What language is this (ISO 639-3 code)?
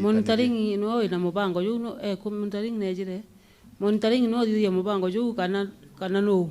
mer